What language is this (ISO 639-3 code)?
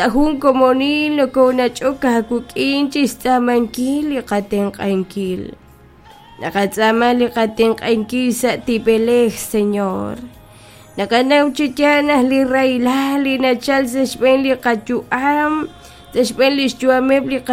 kek